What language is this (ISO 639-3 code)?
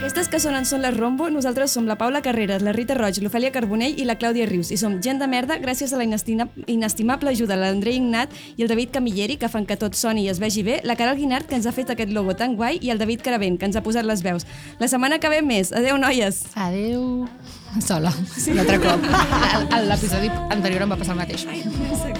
cat